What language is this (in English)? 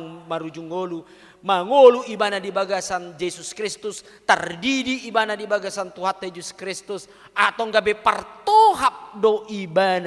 Batak Toba